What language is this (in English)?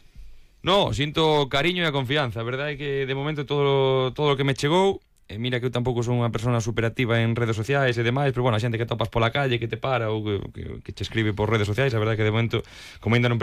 Galician